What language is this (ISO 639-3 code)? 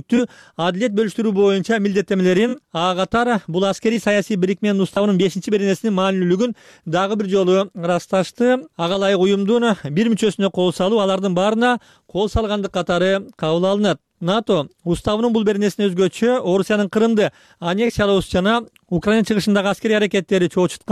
kir